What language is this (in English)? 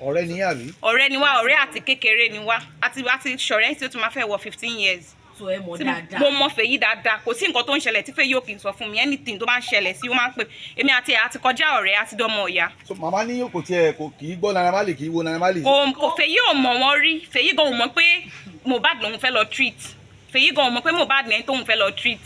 Yoruba